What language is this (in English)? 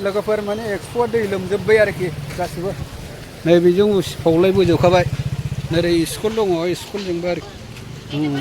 Bodo